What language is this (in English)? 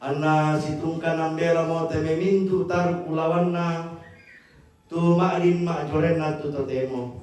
Toraja-Sa'dan